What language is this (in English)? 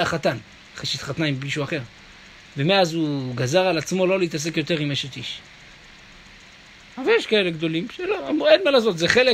Hebrew